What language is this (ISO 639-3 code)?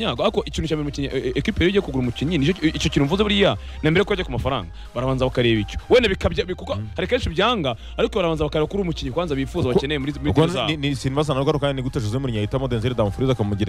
kin